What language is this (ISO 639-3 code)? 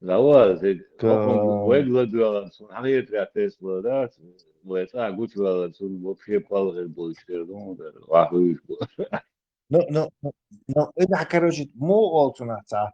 che